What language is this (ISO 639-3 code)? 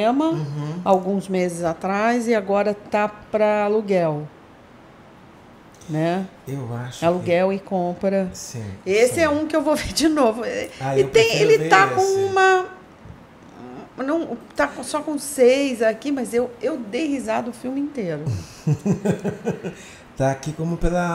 por